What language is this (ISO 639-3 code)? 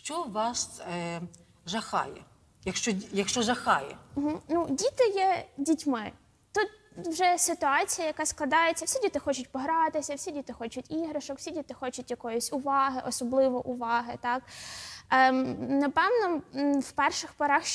ukr